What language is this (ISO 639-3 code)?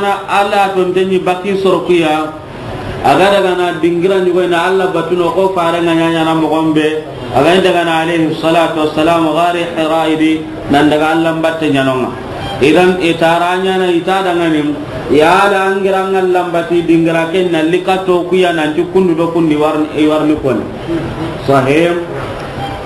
snk